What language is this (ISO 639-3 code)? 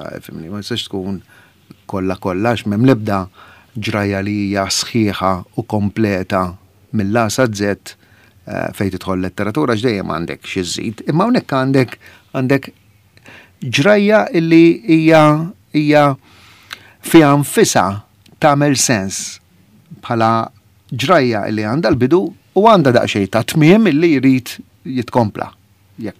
mlt